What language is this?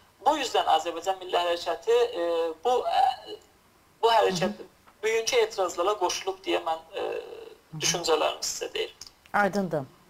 South Azerbaijani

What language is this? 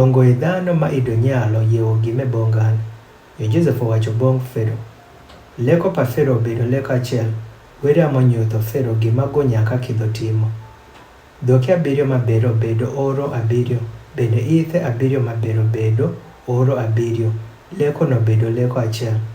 Adhola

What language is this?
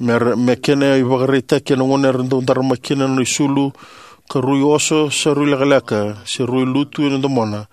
Fijian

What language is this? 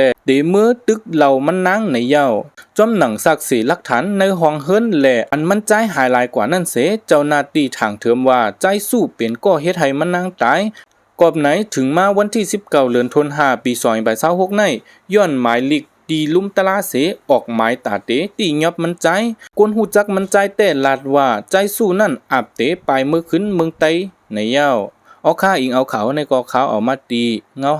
Shan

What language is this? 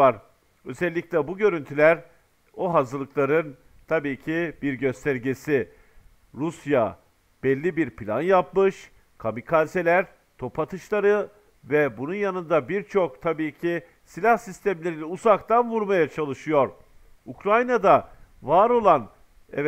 Turkish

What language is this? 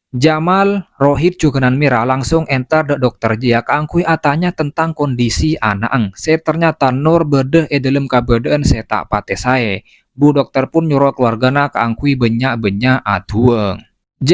Madurese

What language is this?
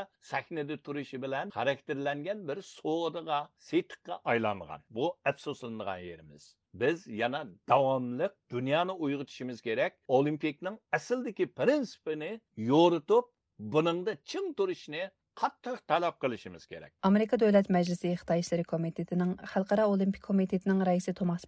Uyghur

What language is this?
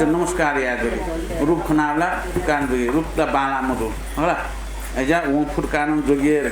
Newari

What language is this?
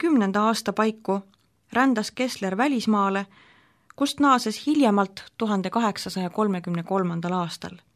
Estonian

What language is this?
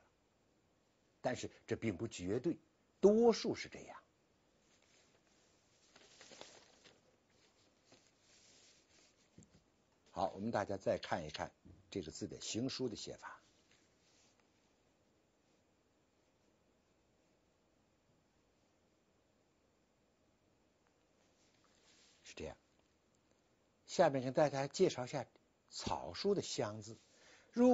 Chinese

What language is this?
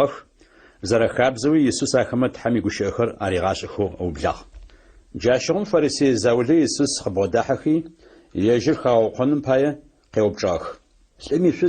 Adyghe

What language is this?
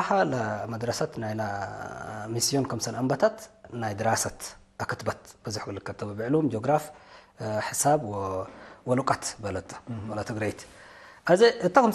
Tigre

